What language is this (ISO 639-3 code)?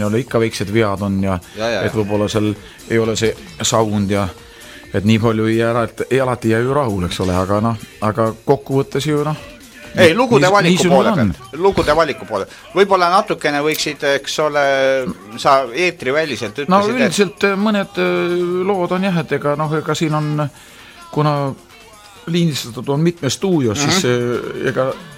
est